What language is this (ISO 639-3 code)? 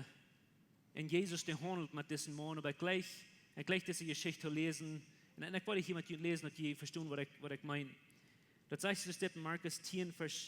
pdt